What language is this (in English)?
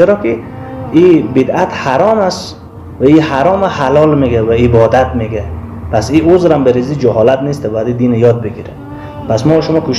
Persian